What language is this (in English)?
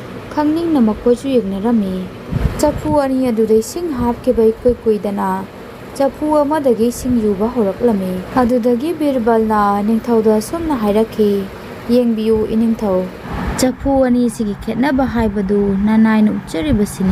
Manipuri